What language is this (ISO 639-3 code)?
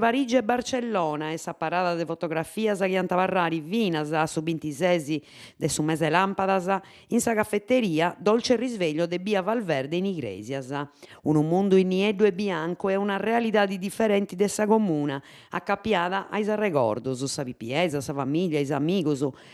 srd